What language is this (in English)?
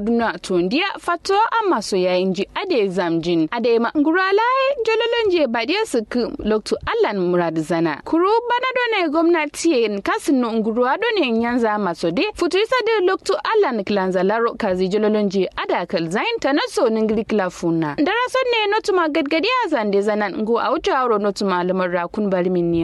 Kanuri